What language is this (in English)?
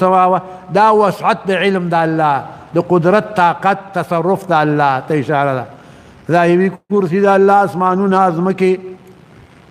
Pashto